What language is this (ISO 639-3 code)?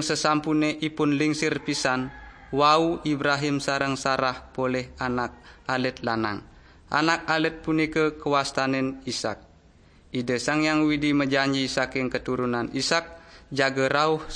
ban